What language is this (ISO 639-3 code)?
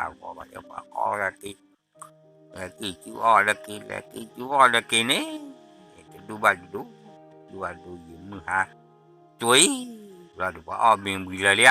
ksw